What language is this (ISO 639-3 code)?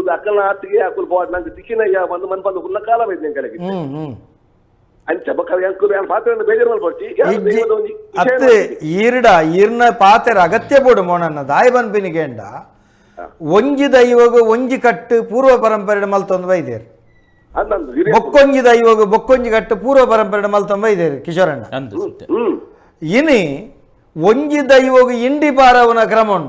tcy